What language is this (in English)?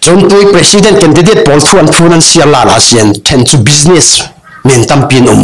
Falam Chin